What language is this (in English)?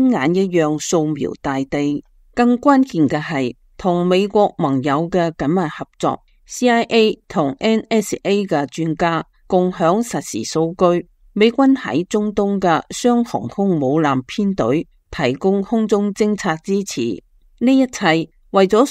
Cantonese